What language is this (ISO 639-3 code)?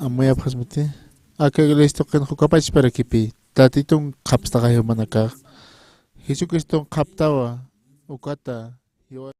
aym